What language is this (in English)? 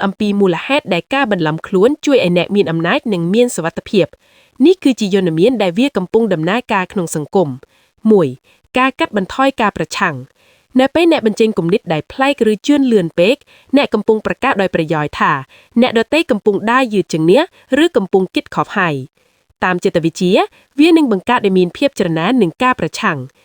Khmer